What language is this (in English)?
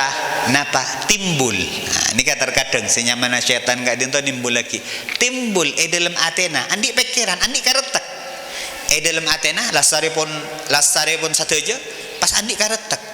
Madurese